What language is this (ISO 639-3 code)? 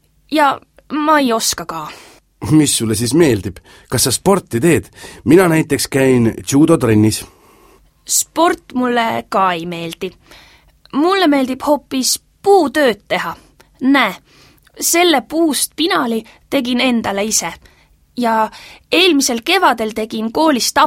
est